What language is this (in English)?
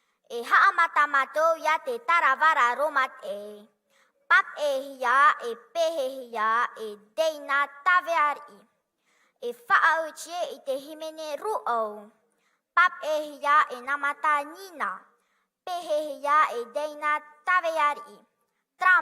Tahitian